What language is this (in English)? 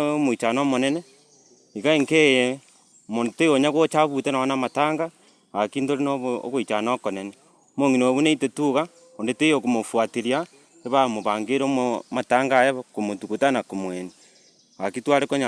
Gusii